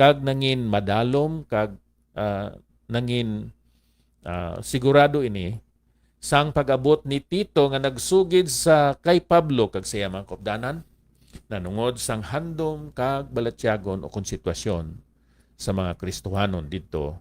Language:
Hiligaynon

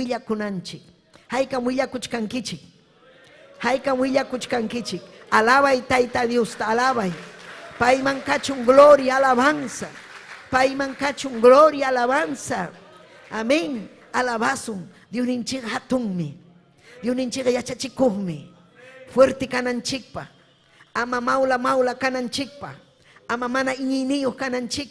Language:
Ayacucho Quechua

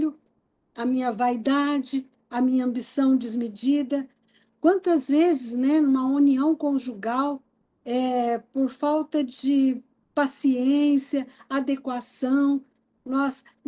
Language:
Portuguese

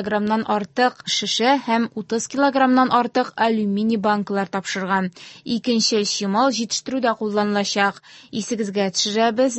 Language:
Tatar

